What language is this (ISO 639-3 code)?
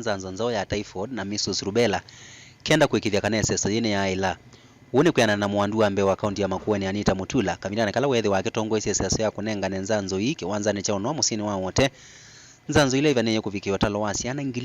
kam